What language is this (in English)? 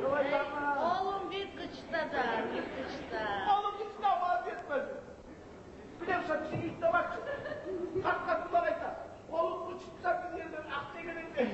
Kumyk